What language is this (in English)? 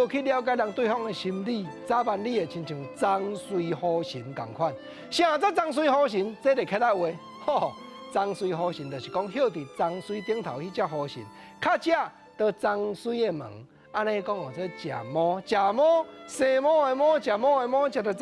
Min Nan Chinese